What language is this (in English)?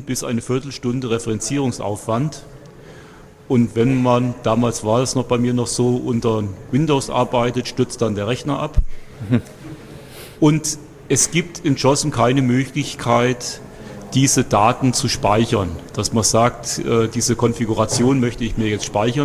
German